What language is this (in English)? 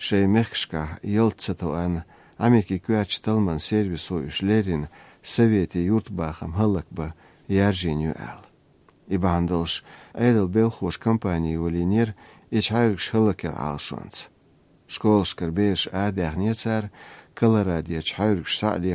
Chechen